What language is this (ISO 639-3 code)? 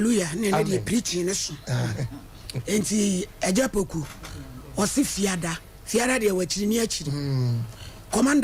aka